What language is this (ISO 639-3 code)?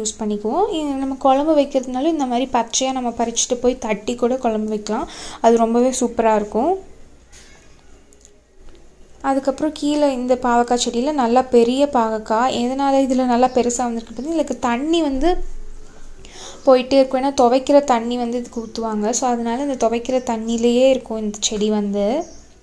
tam